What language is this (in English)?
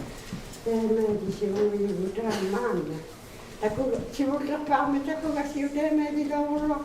Inuktitut